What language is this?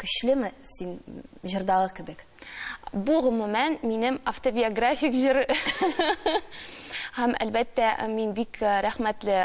Tatar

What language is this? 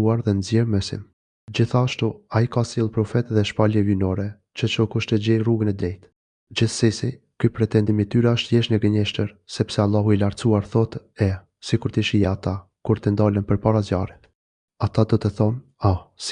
Albanian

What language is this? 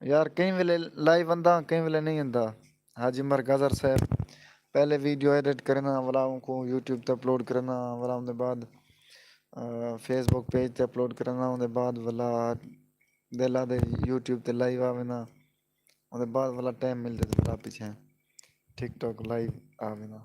Saraiki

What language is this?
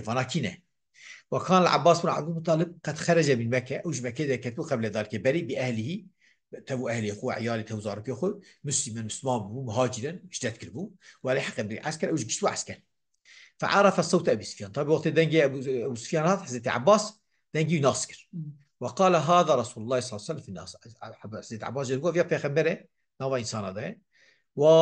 Kurdish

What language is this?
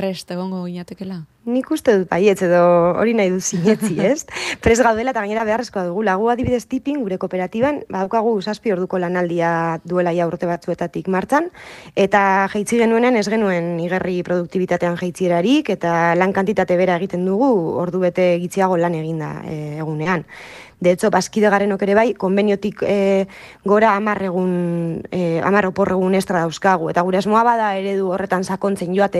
Basque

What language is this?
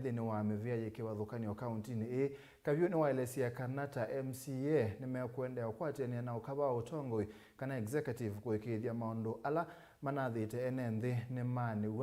Kamba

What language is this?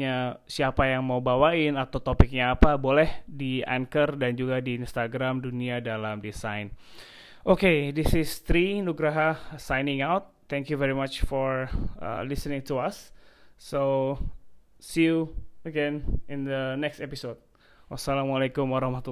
Indonesian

